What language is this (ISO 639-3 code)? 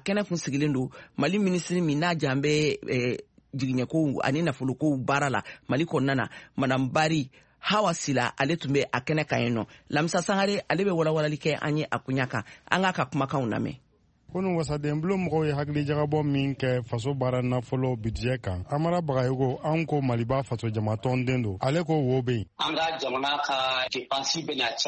bam